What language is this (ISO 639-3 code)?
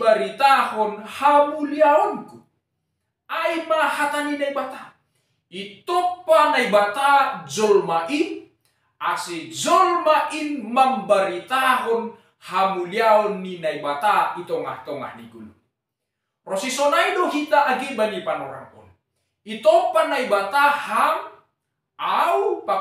bts